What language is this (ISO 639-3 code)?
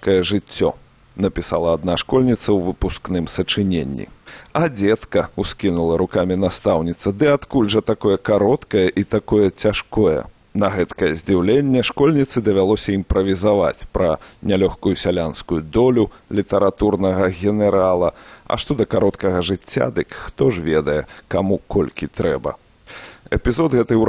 bel